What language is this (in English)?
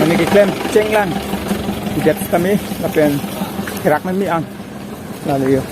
Karbi